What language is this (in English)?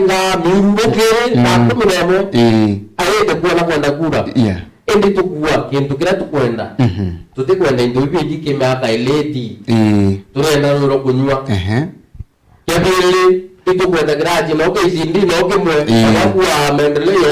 Meru